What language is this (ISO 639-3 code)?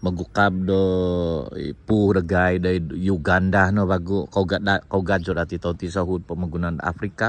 dtp